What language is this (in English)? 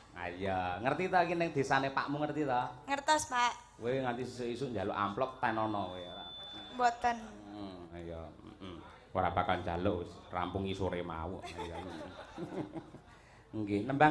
Javanese